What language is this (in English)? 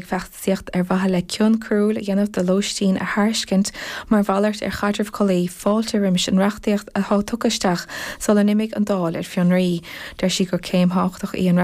Irish